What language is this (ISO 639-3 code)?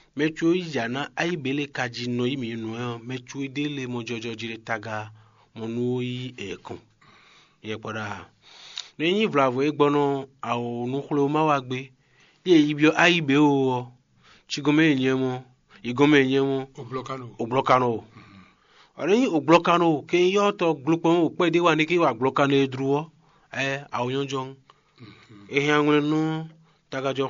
fon